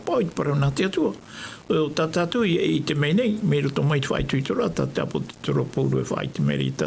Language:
Tahitian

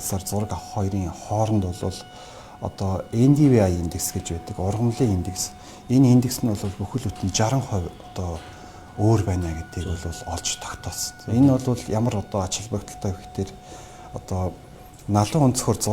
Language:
Mongolian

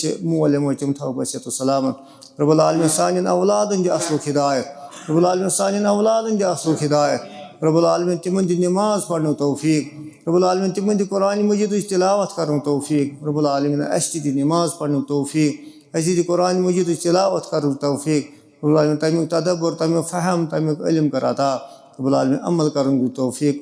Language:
Kashmiri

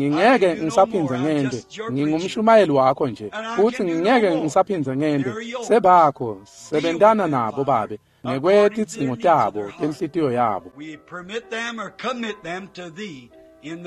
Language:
Swati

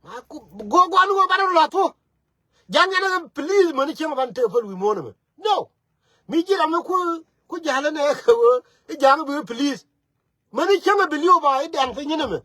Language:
Nuer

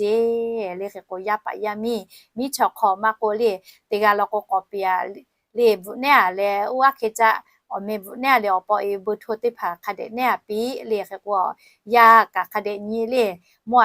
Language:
Lahu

